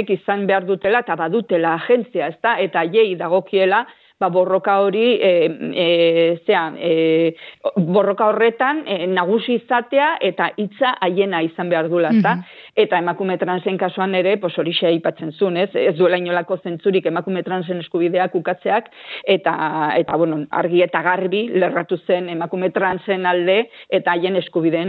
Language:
Basque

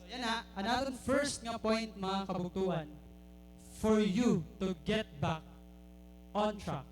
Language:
Waray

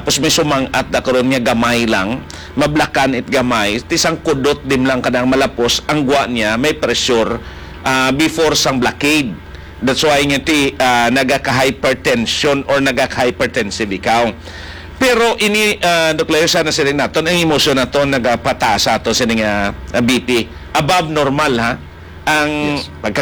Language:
Hiligaynon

